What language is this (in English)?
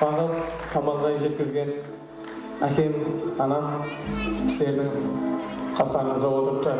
Kara-Kalpak